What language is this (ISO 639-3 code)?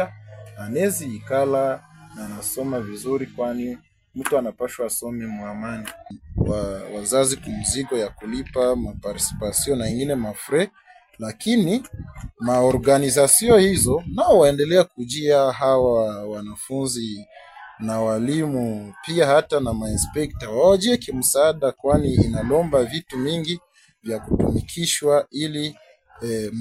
swa